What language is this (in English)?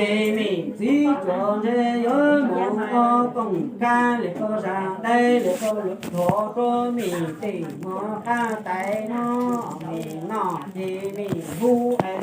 Hmong